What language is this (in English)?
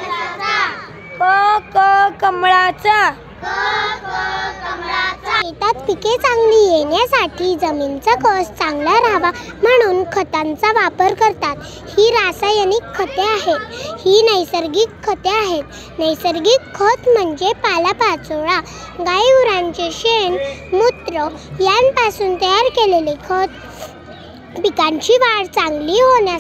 Marathi